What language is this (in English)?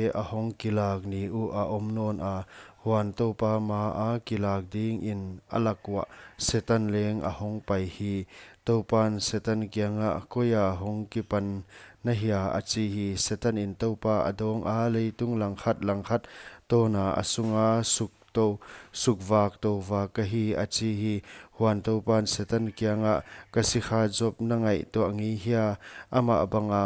Paite Chin